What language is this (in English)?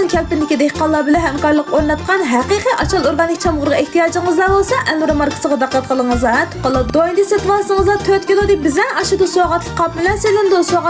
Uyghur